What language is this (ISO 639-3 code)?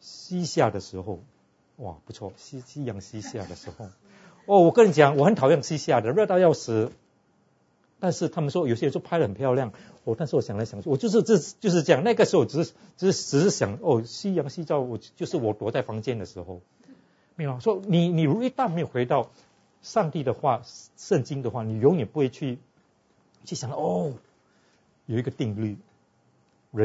zho